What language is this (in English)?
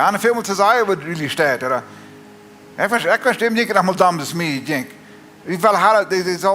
Plautdietsch